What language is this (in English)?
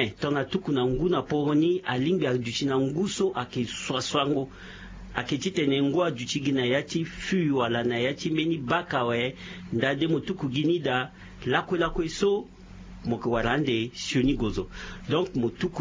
Sango